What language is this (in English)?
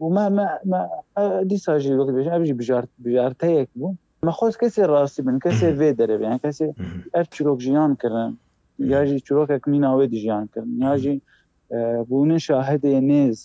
Kurdish